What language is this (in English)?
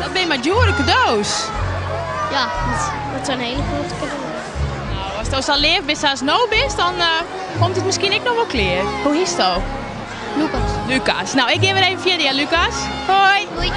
Western Frisian